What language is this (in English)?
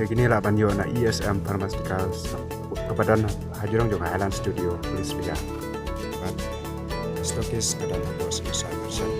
Khasi